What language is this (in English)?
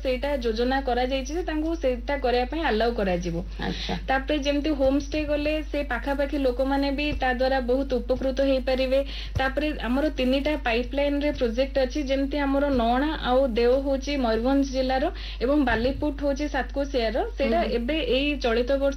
Odia